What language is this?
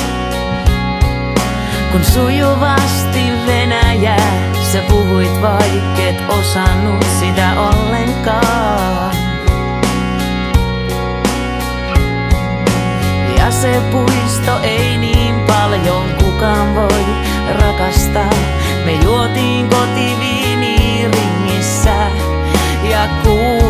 Finnish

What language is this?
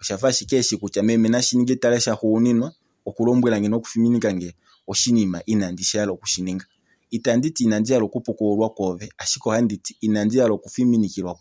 Kuanyama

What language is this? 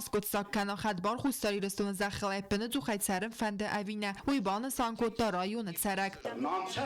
Ossetic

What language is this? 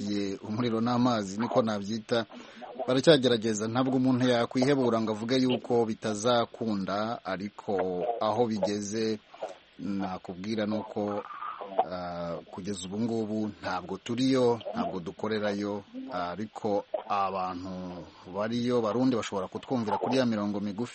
Kinyarwanda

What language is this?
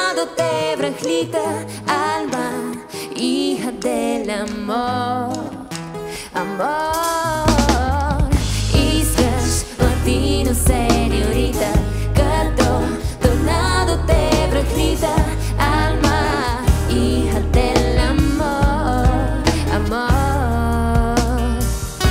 Bulgarian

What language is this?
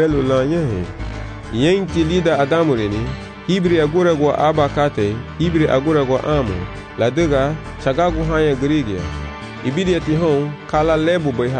Garifuna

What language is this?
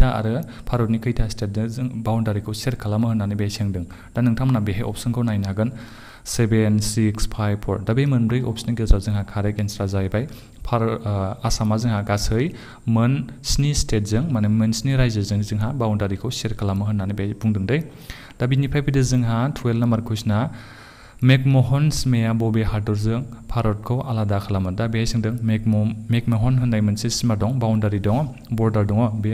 Bodo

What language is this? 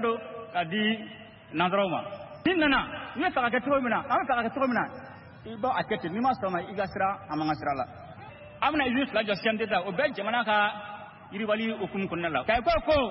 Bambara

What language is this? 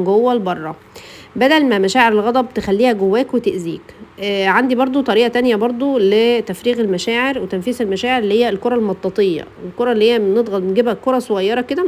Egyptian Arabic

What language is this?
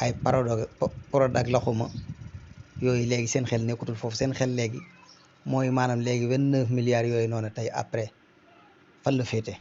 Wolof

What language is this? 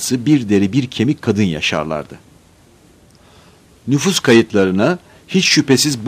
Turkish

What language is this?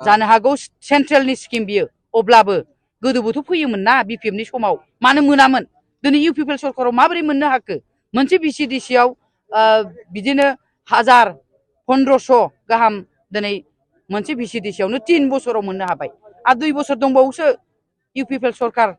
Bodo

